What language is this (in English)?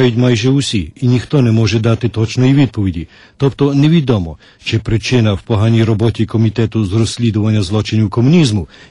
Ukrainian